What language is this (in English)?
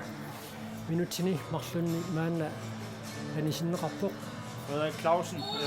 Kalaallisut